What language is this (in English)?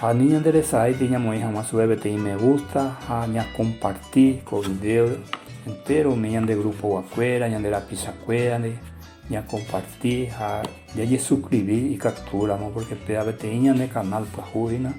Guarani